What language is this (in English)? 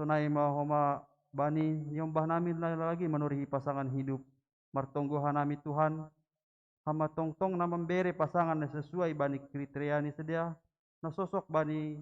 Batak Simalungun